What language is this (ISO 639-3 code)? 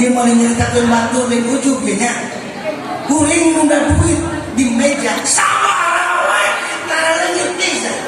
sun